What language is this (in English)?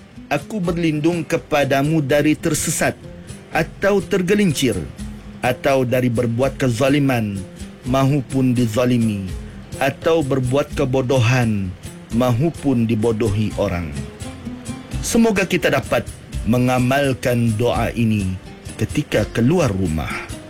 Malay